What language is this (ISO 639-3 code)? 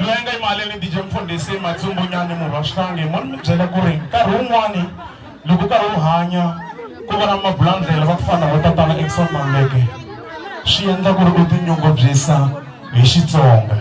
tso